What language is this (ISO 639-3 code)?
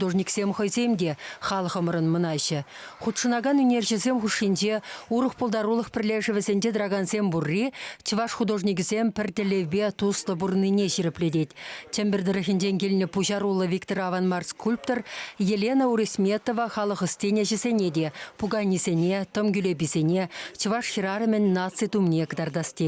chv